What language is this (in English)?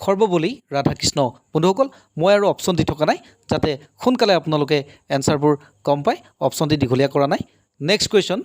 Assamese